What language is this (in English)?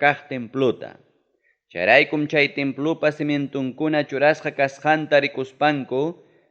Ayacucho Quechua